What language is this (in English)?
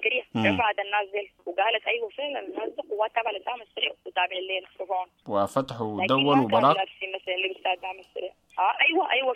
Sudanese Arabic